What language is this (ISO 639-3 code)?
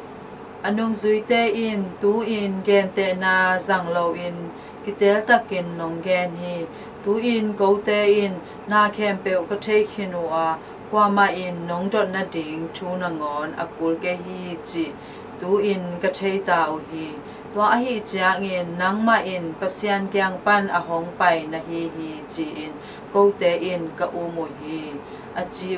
ctd